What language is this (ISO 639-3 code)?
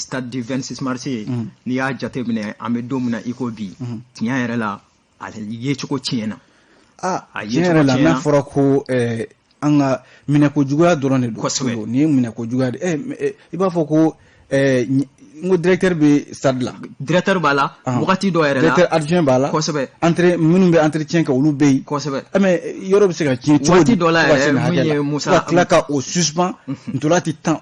bam